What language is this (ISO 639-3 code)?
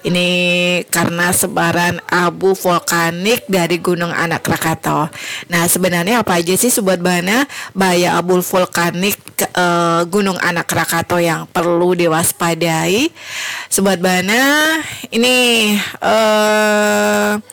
ind